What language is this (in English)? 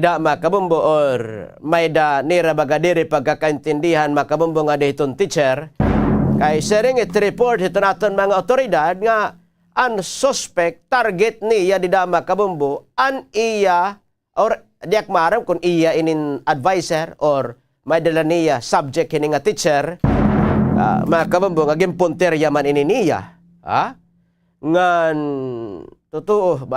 Waray